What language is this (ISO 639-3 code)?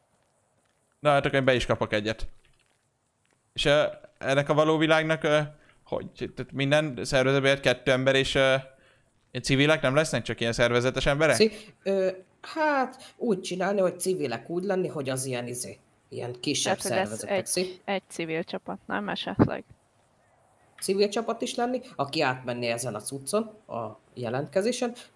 hun